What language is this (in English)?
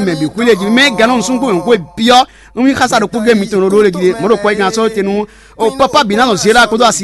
Fon